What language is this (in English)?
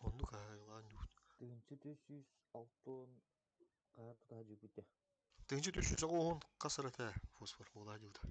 Yakut